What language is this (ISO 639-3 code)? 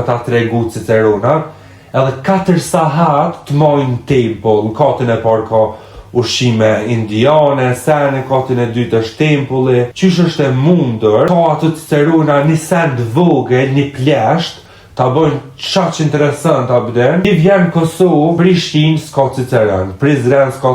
sqi